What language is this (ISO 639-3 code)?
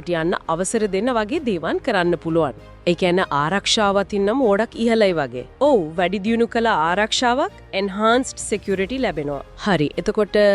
sin